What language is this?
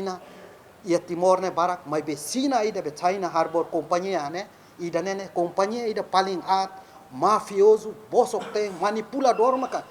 Tetum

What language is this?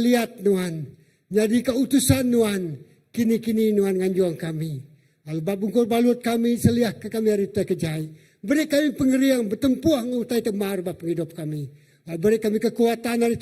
Iban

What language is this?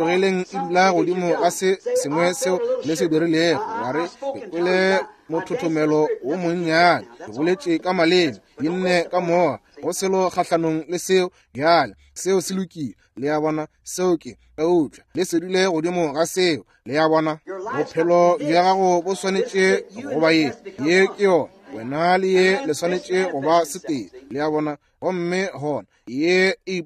Northern Sotho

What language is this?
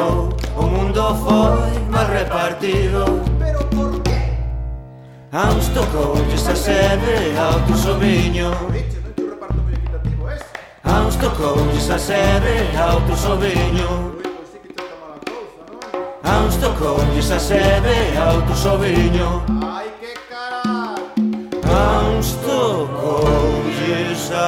Galician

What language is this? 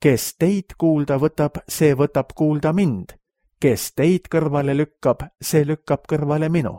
Estonian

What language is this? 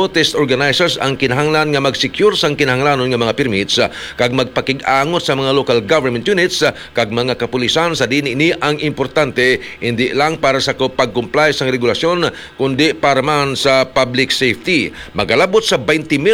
Hiligaynon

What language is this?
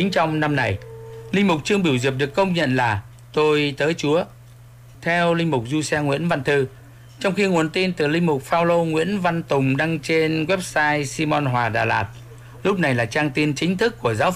Vietnamese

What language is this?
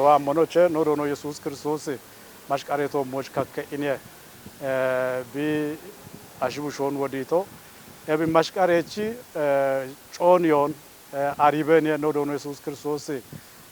Kafa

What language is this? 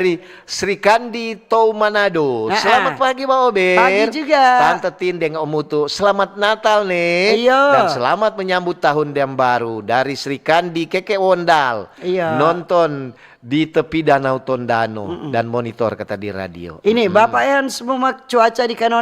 Manado Malay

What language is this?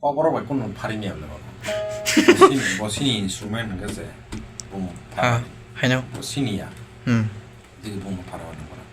Kok Borok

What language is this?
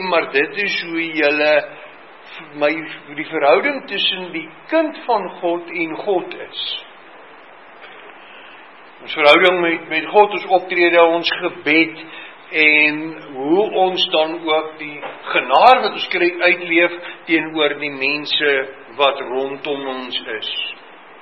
Afrikaans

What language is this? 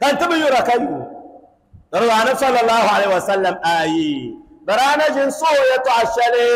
Dagbani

